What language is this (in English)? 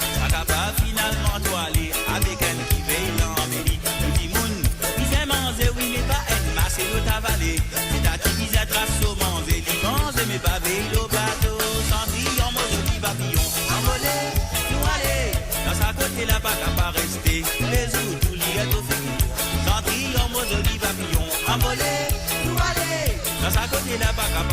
Morisyen